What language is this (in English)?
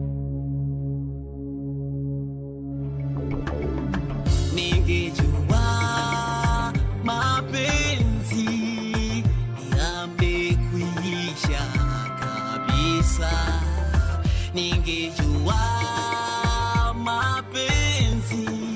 Swahili